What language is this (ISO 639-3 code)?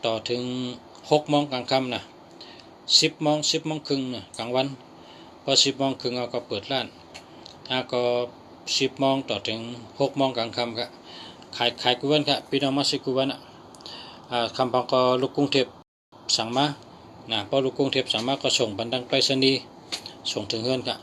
shn